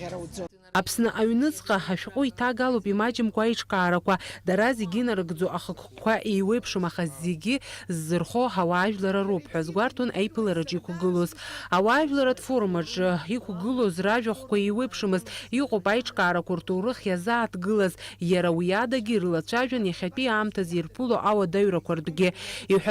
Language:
Abkhazian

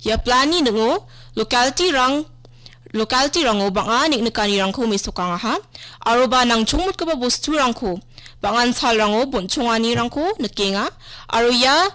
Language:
Garo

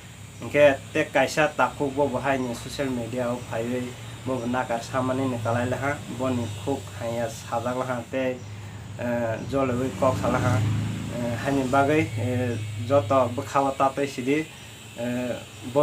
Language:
Kok Borok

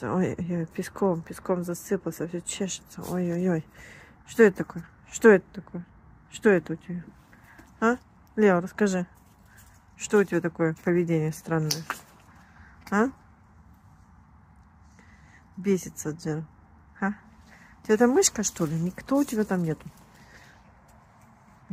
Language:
Russian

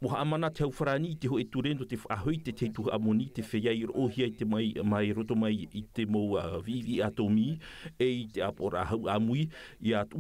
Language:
Tahitian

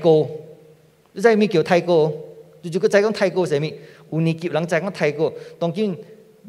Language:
Min Nan Chinese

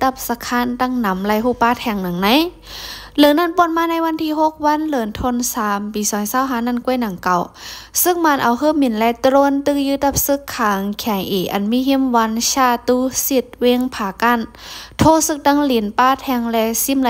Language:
Shan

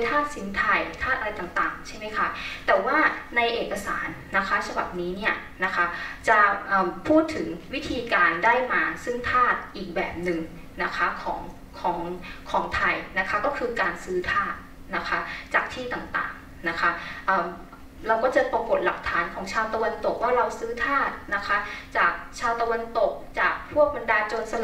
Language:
Thai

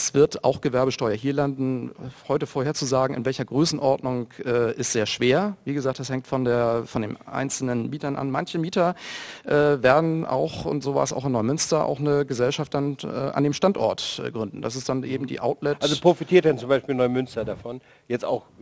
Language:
German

